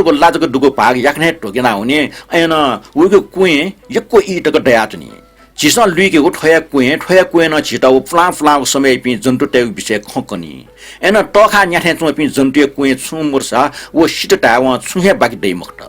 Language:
Newari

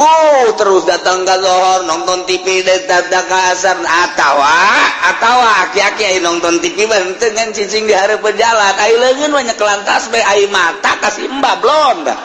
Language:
Sundanese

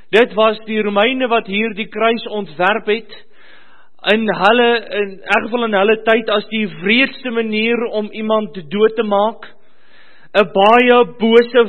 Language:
Afrikaans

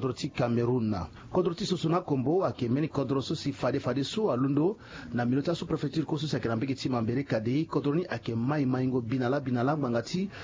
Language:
Sango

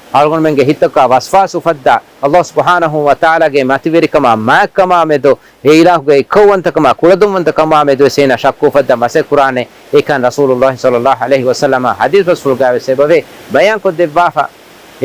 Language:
Divehi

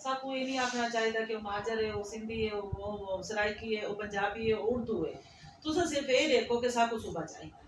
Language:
Saraiki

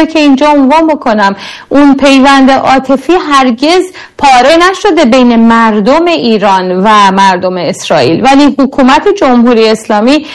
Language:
Persian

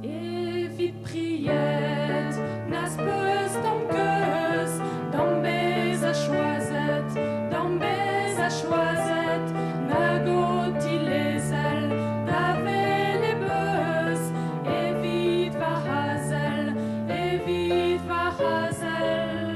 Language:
Breton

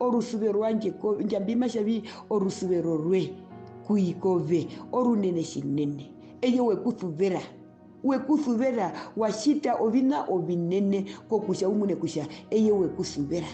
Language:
Herero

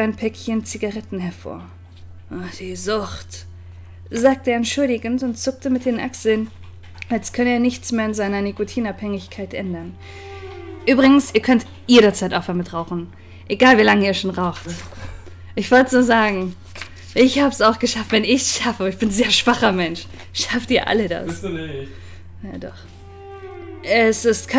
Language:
German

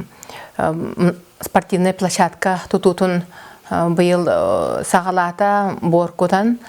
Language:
Yakut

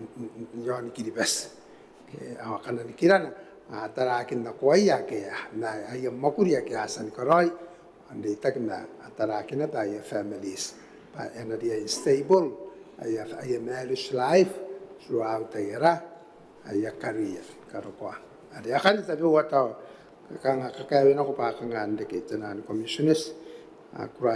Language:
Gilbertese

